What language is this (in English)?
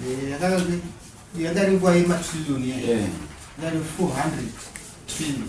Shona